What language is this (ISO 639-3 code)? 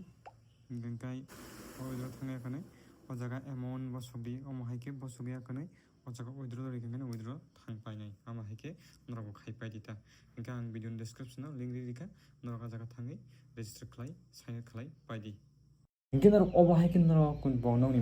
trp